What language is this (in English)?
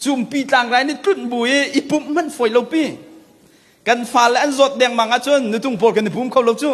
Hakha Chin